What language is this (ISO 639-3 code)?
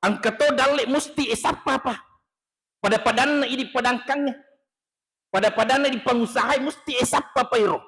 bug